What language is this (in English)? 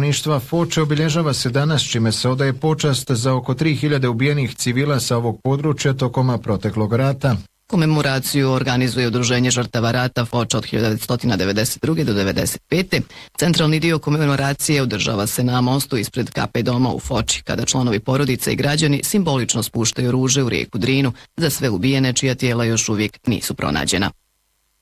Bosnian